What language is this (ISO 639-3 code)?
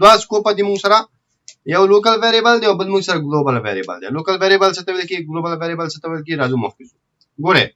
pus